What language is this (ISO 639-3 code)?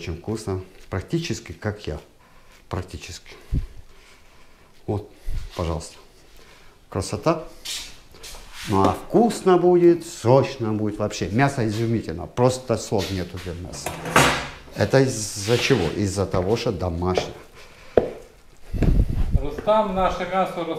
rus